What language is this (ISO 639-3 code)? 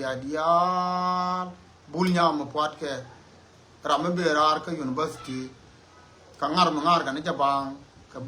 nus